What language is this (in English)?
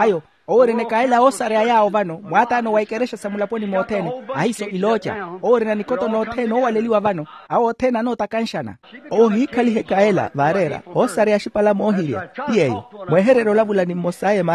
Makhuwa